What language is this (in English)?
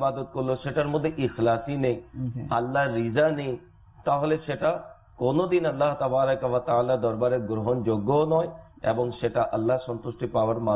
Bangla